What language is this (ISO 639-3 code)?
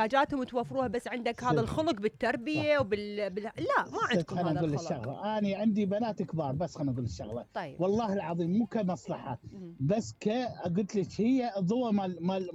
acm